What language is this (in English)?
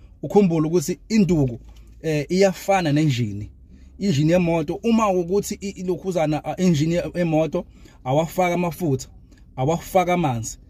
Zulu